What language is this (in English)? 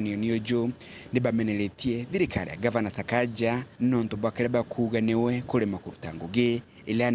Meru